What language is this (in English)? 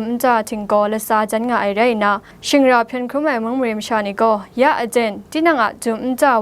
Kachin